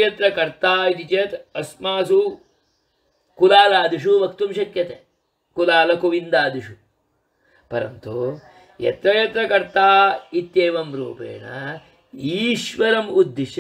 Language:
Sanskrit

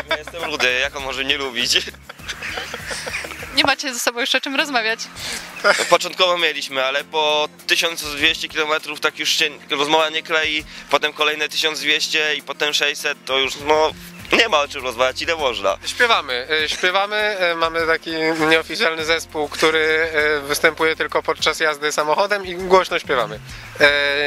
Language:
Polish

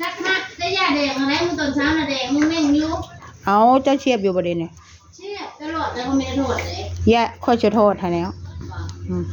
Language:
Northeastern Thai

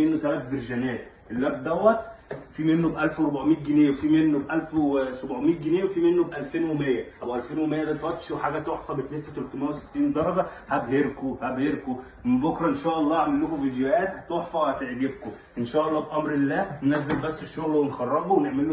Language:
Egyptian Arabic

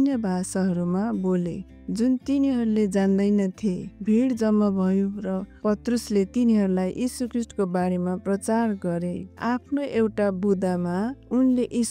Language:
Nepali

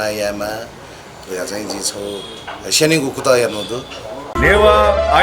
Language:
Newari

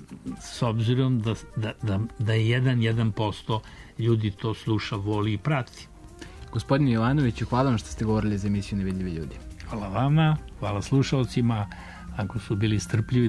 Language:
Serbian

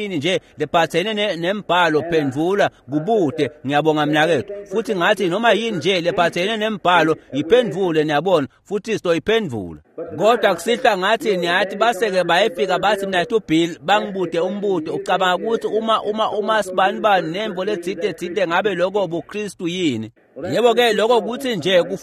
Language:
Swati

